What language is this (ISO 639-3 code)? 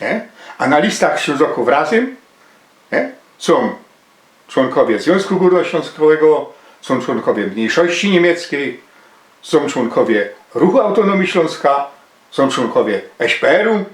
szl